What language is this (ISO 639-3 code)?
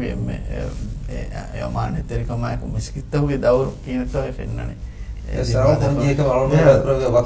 div